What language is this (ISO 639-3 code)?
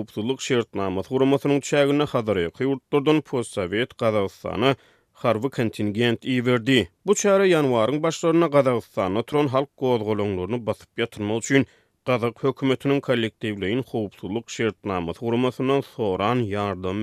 tuk